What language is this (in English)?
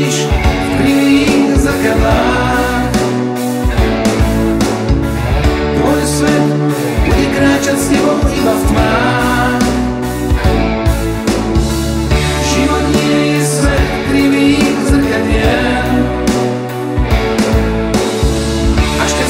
Slovak